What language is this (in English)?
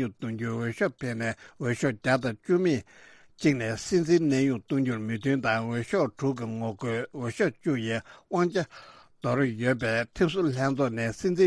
Tibetan